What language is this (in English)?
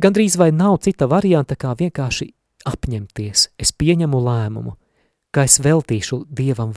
Latvian